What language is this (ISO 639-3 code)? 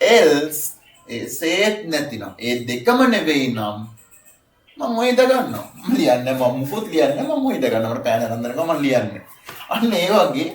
sin